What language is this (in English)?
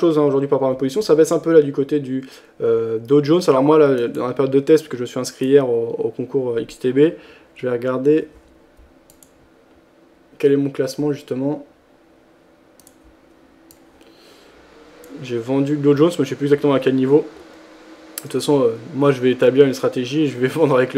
French